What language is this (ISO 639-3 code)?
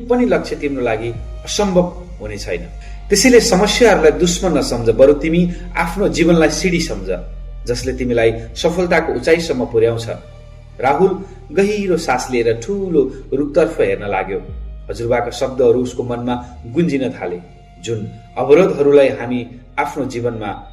nep